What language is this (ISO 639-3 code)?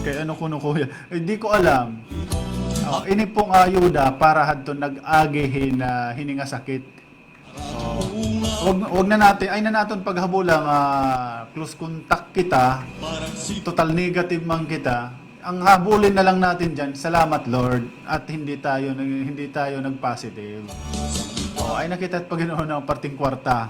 war